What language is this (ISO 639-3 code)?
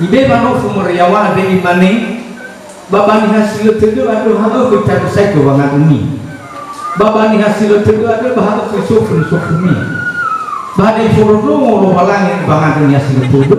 nia